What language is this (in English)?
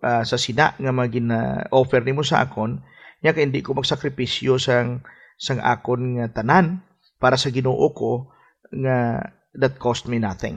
Hiligaynon